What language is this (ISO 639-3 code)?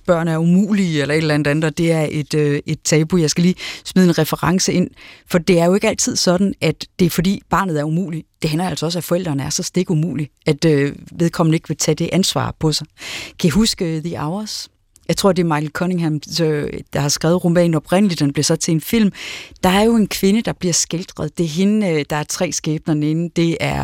dan